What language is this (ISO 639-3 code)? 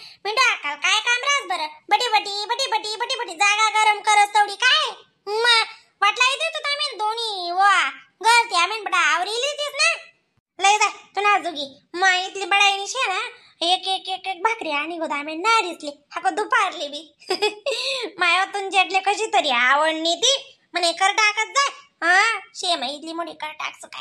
khn